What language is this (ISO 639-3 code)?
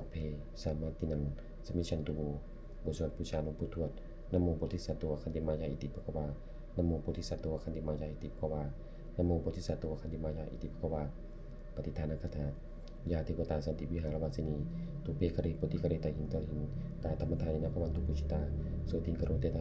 pli